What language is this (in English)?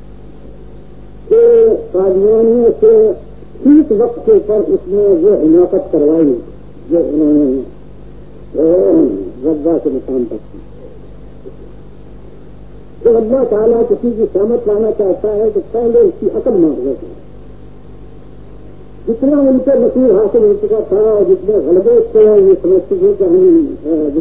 Urdu